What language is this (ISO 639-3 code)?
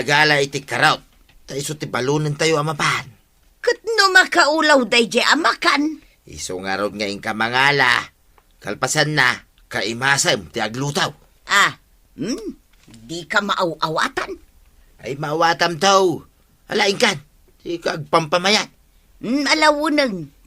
ilo